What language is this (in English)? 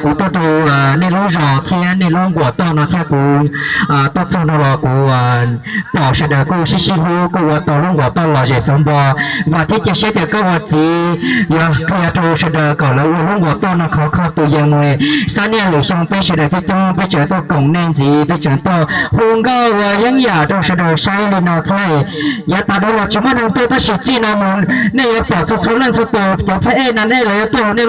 Hmong